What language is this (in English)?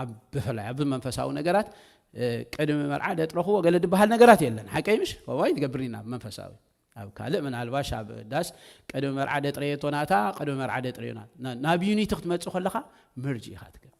Tigrinya